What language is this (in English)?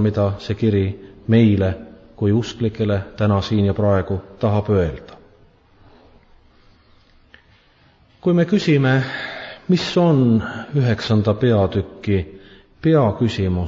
Estonian